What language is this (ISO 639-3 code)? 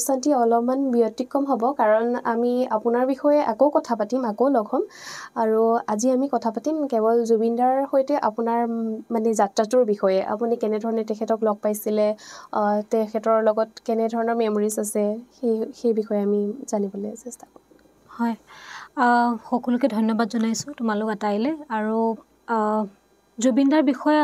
asm